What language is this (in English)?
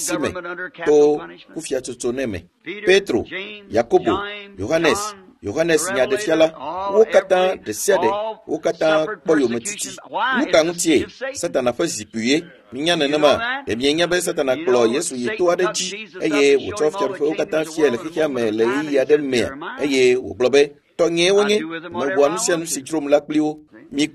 Ewe